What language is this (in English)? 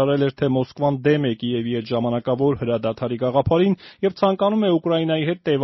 Armenian